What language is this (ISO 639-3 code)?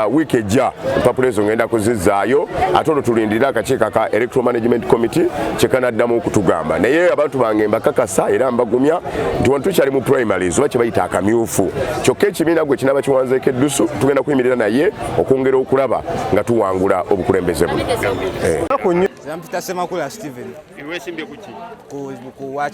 lug